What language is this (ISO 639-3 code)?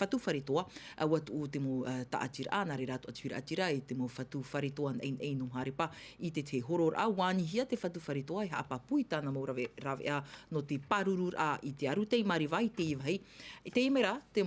tah